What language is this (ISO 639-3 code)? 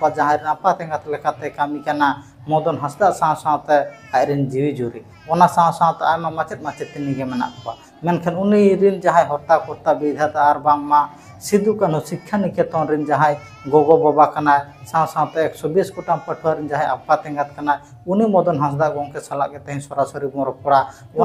sat